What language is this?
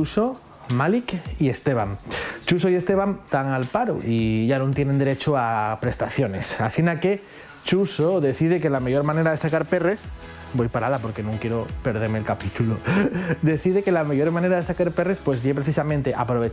Asturian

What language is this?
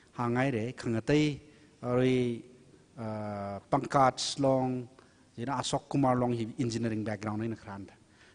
Tangkhul Naga (India)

